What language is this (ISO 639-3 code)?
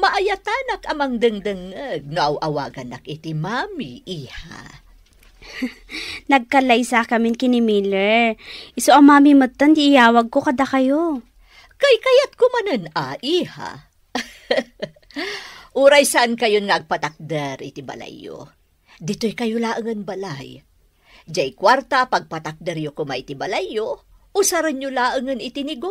ilo